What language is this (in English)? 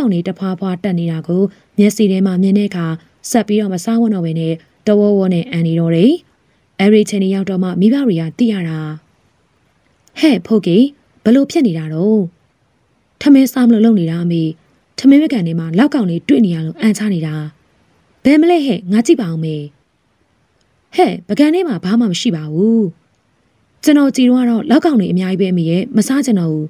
Burmese